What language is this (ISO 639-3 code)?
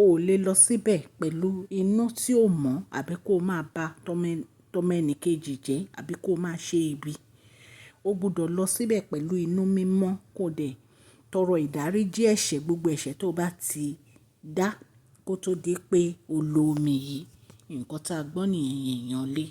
yor